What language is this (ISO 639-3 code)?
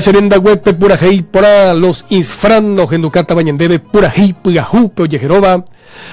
grn